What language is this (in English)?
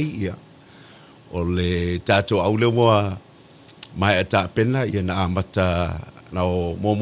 Samoan